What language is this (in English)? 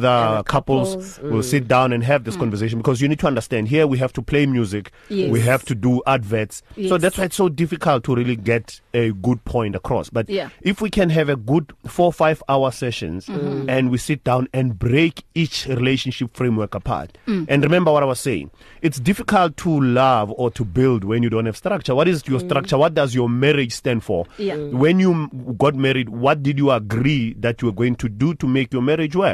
English